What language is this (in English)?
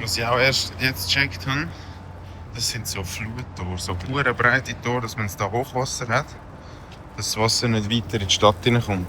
Swiss German